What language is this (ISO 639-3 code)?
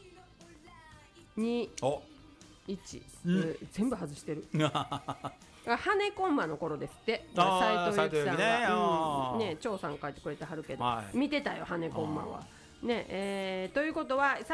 jpn